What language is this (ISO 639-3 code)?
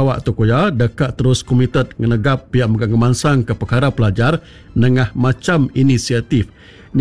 iba